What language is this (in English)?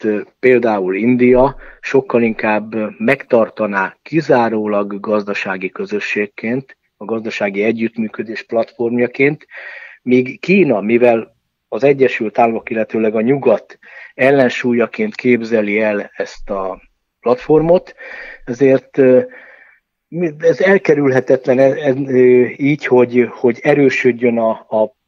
Hungarian